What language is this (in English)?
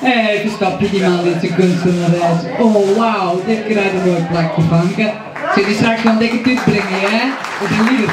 Western Frisian